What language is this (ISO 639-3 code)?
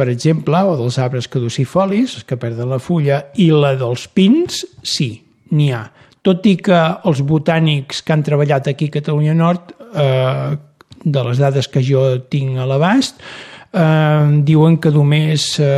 cat